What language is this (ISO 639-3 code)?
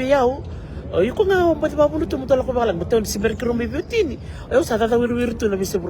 fij